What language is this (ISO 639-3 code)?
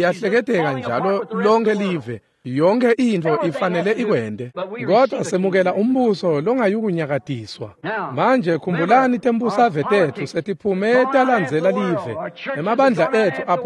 ssw